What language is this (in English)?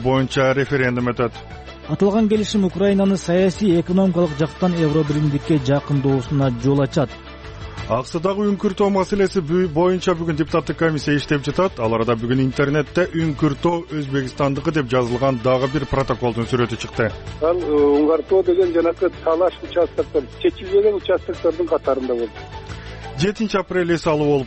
Kyrgyz